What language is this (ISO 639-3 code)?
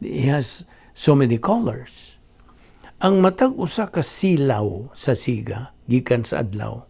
ceb